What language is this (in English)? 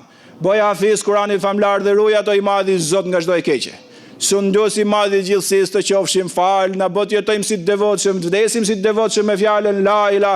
Albanian